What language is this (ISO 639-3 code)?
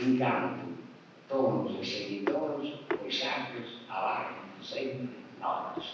srd